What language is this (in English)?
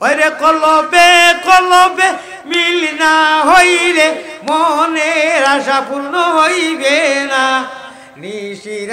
Sylheti